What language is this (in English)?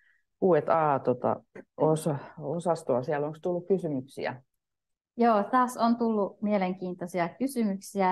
Finnish